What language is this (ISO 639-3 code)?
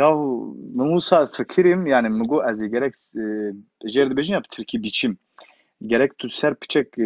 kur